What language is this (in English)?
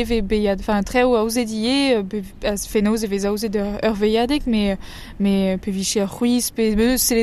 Breton